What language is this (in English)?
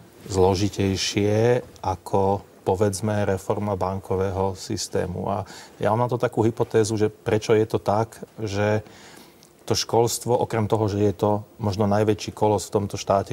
Slovak